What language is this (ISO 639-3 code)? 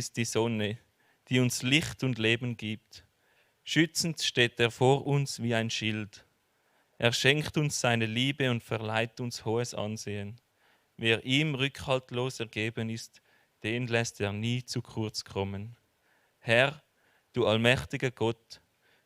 gsw